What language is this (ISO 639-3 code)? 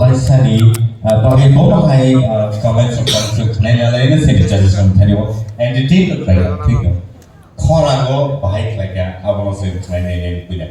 trp